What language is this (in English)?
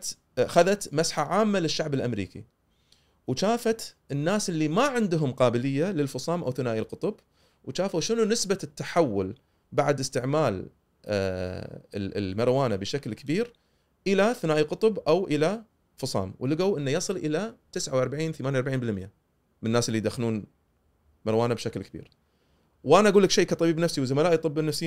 Gulf Arabic